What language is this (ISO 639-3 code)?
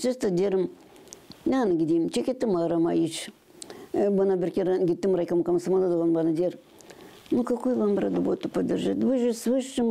gag